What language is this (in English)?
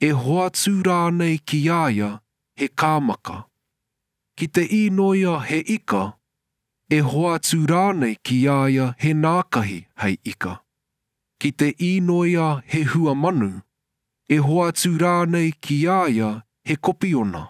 Māori